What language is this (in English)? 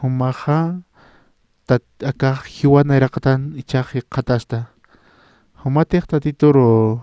Aymara